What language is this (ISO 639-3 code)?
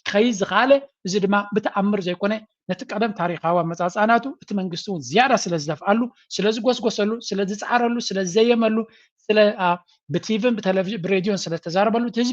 tir